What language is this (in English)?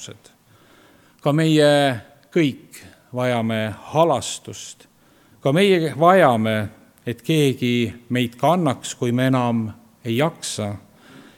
Estonian